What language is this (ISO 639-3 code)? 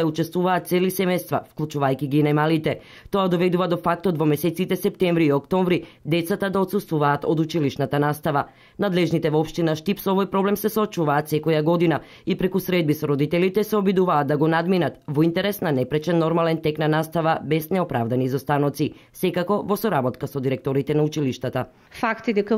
mkd